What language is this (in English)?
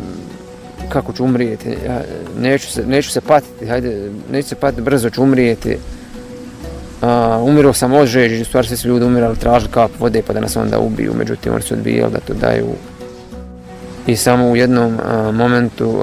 Bosnian